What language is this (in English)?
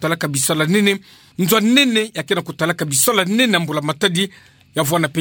Kituba (Democratic Republic of Congo)